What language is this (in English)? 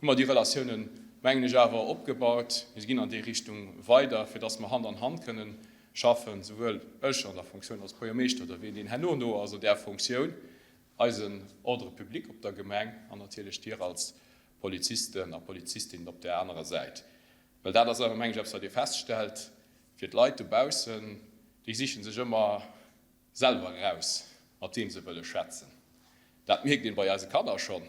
Luxembourgish